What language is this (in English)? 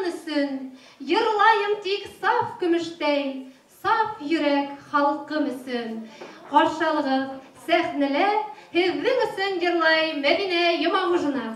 Bashkir